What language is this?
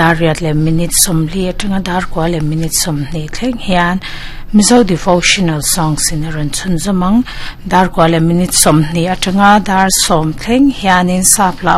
Mizo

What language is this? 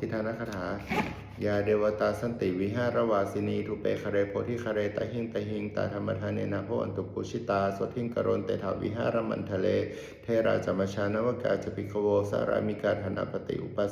Pali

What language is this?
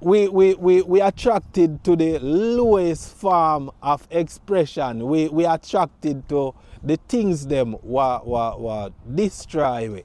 Jamaican Creole English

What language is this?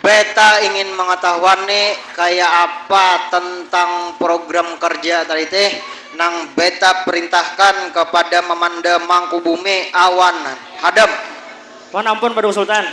Banjar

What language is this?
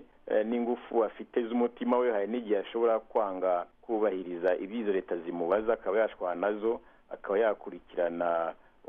Kinyarwanda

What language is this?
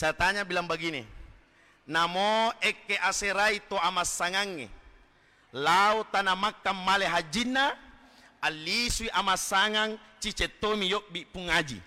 Buginese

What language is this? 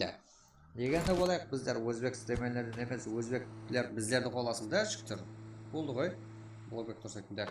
Kara-Kalpak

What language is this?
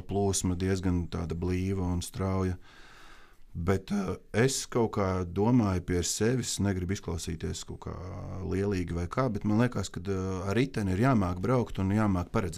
Latvian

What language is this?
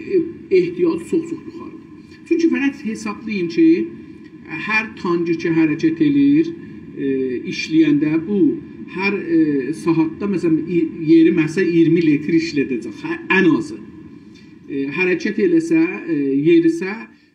South Azerbaijani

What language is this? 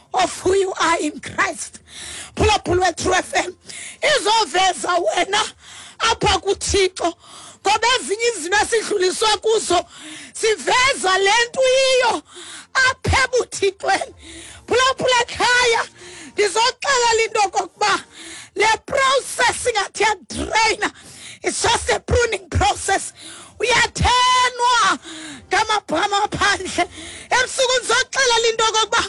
Xhosa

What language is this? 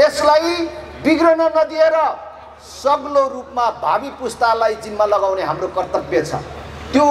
Nepali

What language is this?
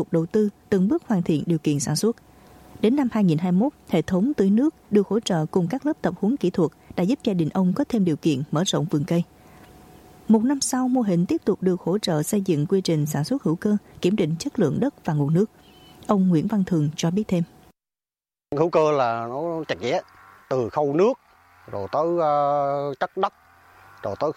Vietnamese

